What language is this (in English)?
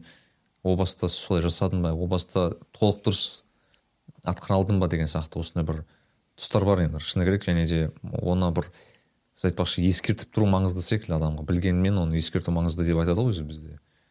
Kazakh